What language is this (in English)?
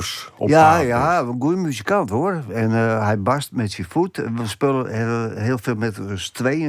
Western Frisian